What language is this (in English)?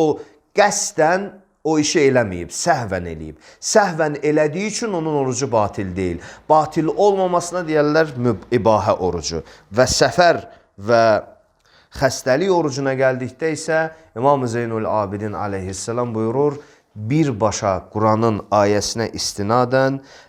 Azerbaijani